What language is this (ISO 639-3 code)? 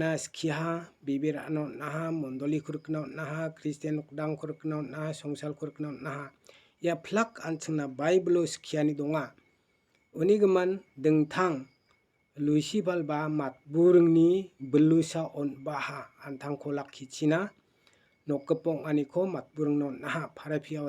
grt